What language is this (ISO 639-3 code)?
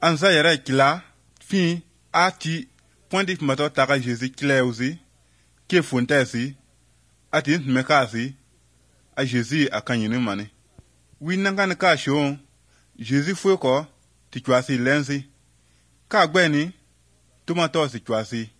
hrv